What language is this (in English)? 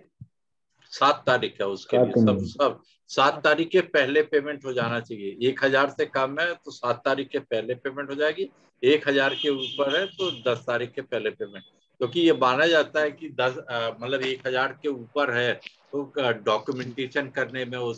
Hindi